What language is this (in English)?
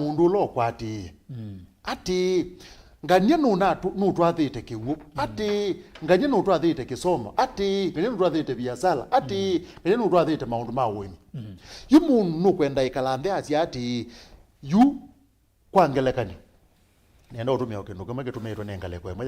Kamba